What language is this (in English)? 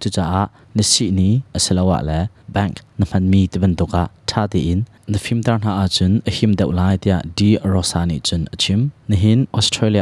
Hakha Chin